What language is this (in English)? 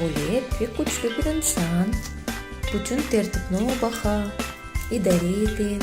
Crimean Tatar